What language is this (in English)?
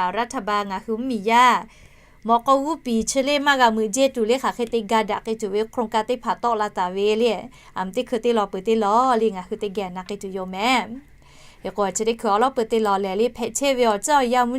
Lahu